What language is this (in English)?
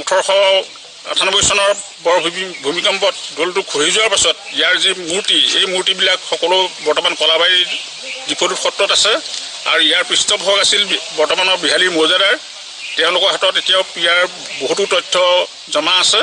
Assamese